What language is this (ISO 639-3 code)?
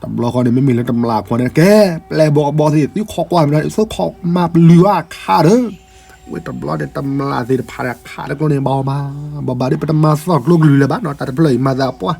ksw